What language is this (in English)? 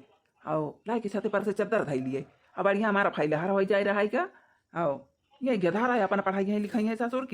Awadhi